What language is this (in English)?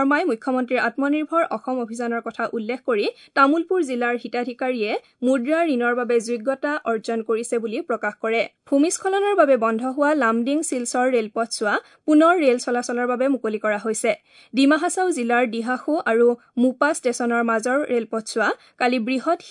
Assamese